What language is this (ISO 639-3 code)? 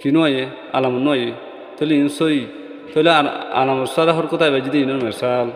rhg